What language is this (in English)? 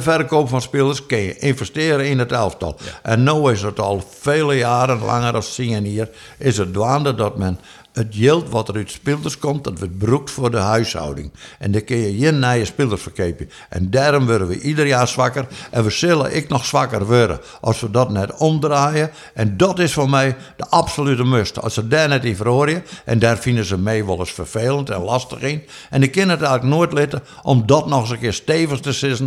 Western Frisian